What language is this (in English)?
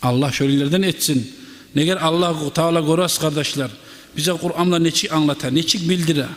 Kumyk